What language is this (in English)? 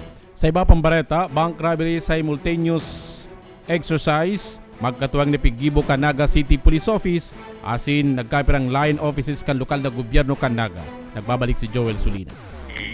Bikol